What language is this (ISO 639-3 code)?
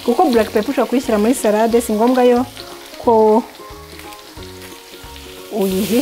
kin